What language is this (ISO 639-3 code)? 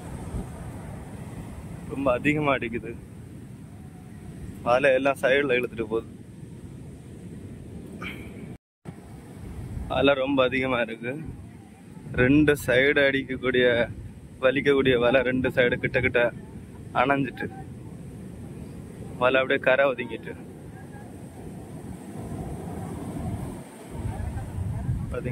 tam